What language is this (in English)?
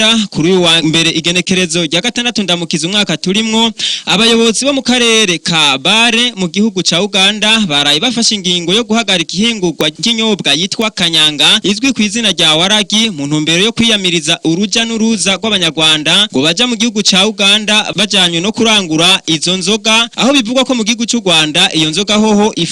Rundi